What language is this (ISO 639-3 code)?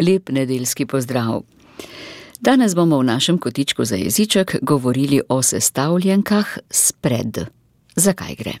slv